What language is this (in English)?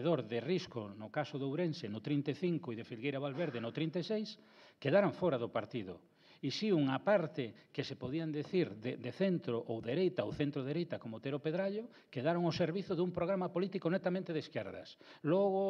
Galician